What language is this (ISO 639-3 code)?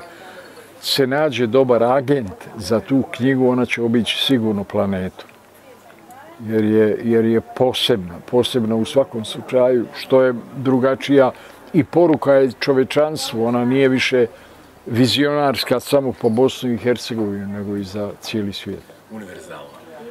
bos